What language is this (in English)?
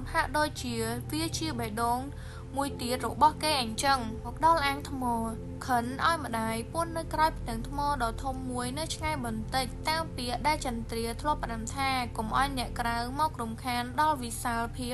Khmer